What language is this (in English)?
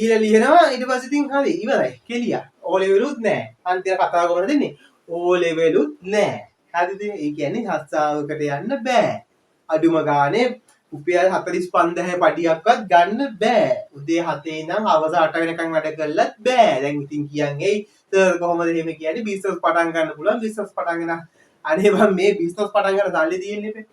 Sinhala